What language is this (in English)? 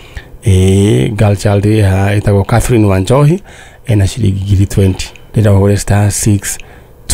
Kikuyu